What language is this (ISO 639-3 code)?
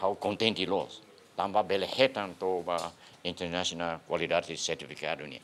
tet